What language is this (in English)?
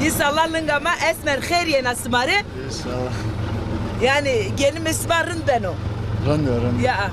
Zaza